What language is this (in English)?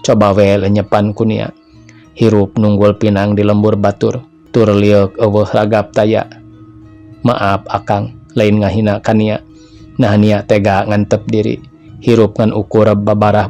Sundanese